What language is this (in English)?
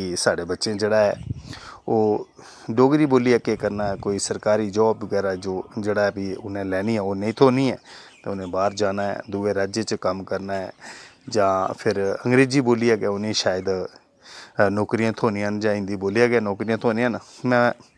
Dogri